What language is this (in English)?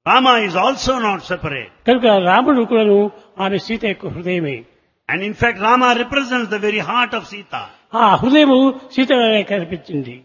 Telugu